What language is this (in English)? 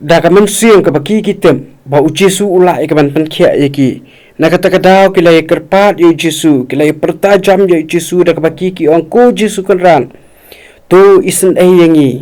Khasi